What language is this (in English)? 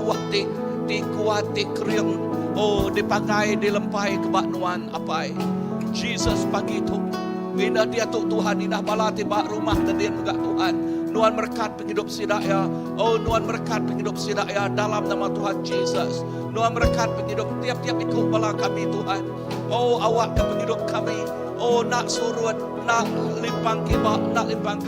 Iban